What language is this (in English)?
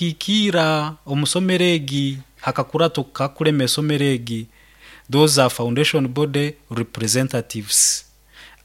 Nyoro